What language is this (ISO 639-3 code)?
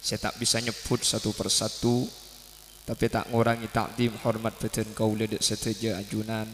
mad